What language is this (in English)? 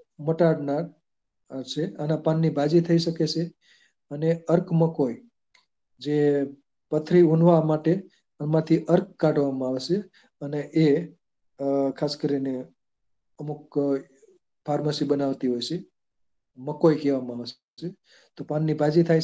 Gujarati